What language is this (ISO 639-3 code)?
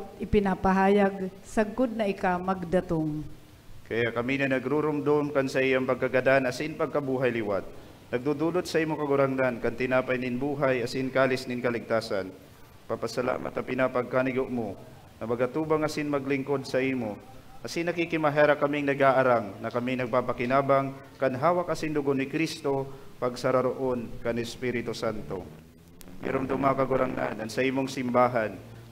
bik